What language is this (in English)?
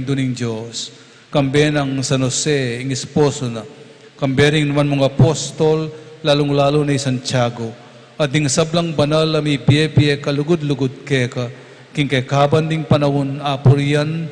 Pampanga